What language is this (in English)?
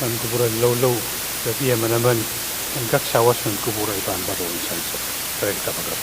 Pohnpeian